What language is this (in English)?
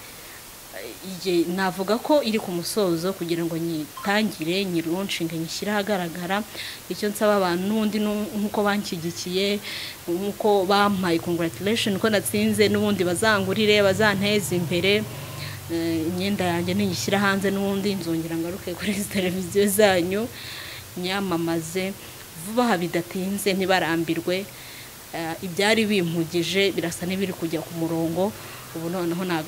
Kinyarwanda